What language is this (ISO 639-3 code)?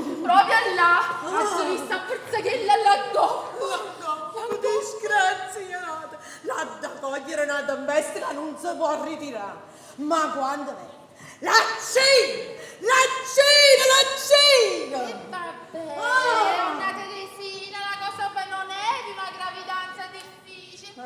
nap